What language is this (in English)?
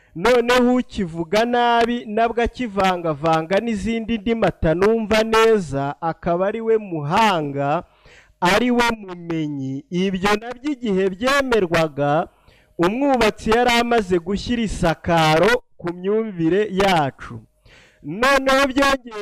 Kinyarwanda